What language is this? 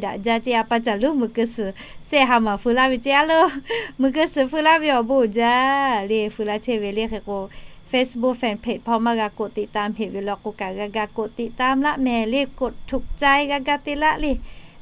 Lahu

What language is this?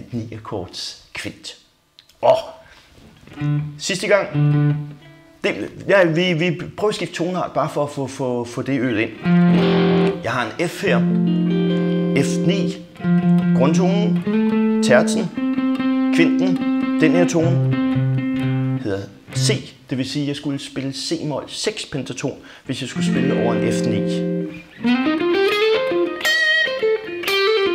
Danish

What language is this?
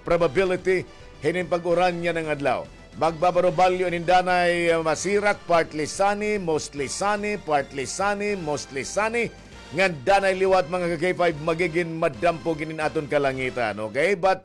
Waray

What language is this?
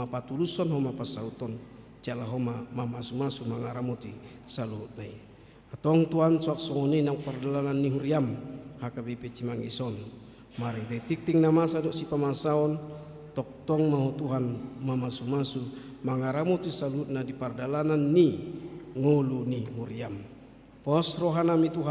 Batak Toba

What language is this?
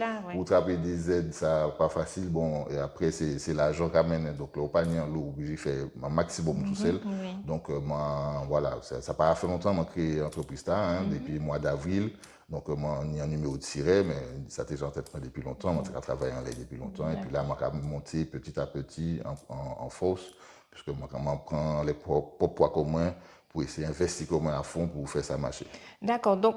Guadeloupean Creole French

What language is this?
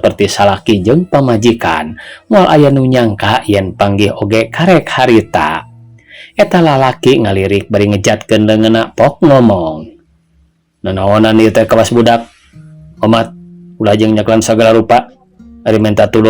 Sundanese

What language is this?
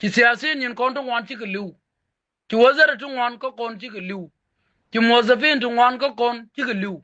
Nuer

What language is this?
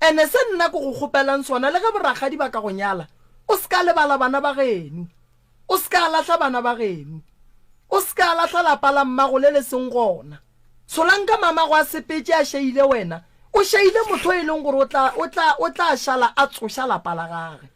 Northern Sotho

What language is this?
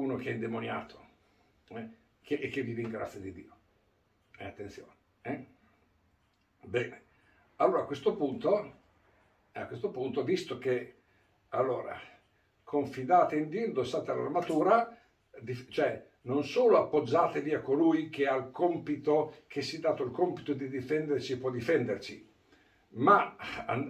Italian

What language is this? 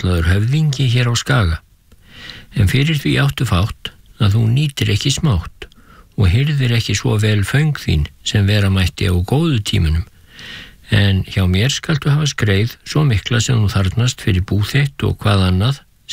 Icelandic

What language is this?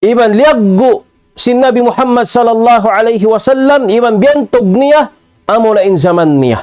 Tausug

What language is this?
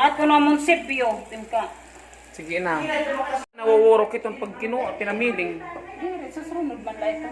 Waray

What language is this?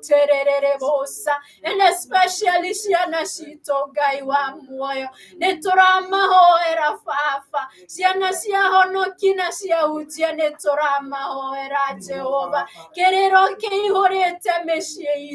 Kikuyu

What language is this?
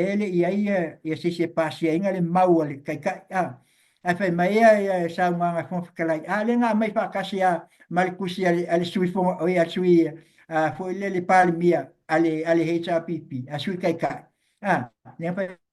Samoan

